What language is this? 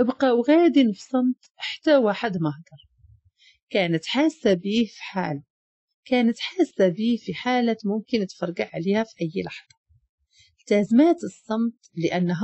Moroccan Arabic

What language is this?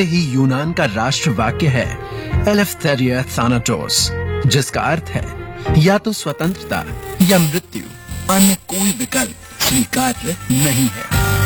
Hindi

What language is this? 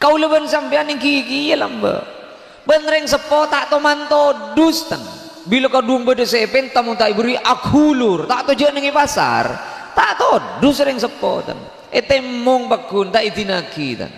Madurese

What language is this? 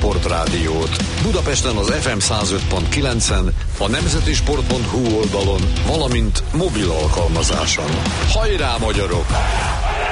Hungarian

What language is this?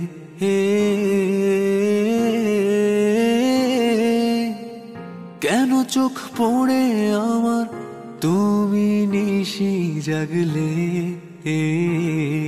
Bangla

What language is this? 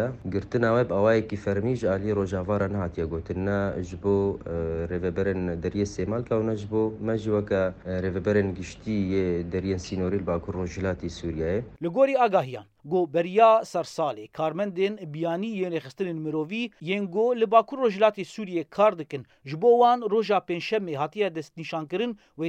Kurdish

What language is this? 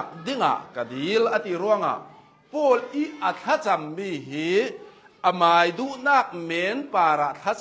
Hakha Chin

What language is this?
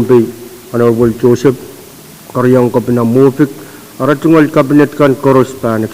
Pohnpeian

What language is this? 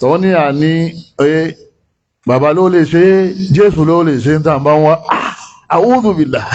Yoruba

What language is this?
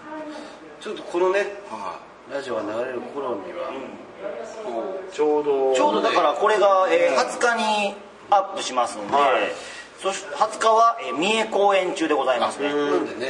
Japanese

